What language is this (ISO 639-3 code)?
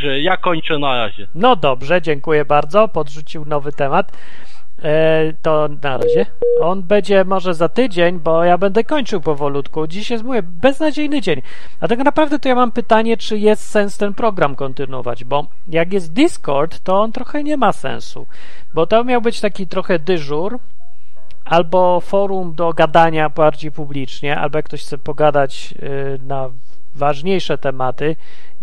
pol